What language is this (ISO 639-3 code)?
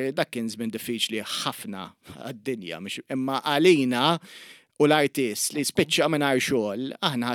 mlt